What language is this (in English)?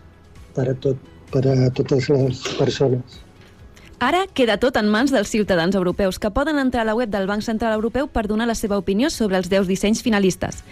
Catalan